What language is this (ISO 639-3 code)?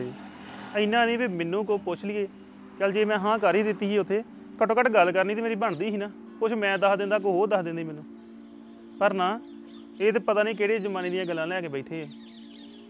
pan